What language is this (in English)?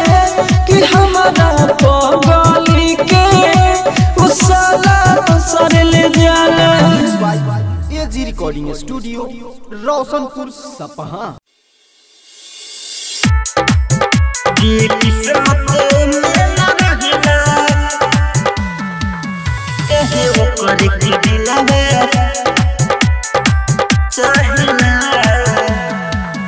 Bhojpuri